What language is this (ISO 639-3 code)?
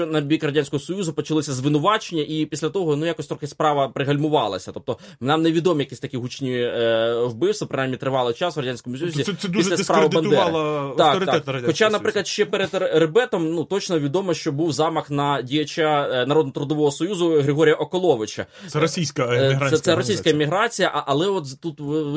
ukr